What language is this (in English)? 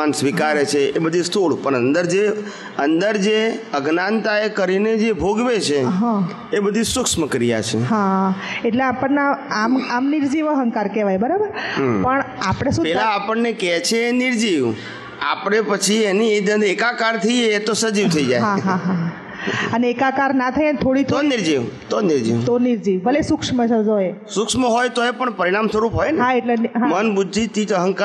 Gujarati